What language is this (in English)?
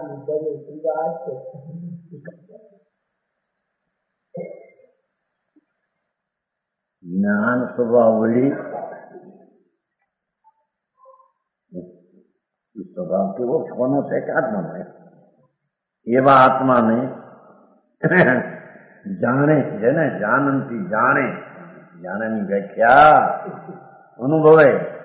Gujarati